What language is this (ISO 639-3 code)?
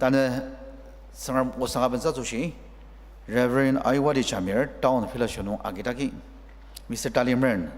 njo